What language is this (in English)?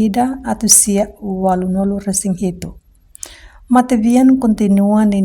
Tetum